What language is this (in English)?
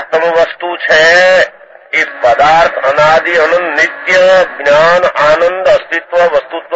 Gujarati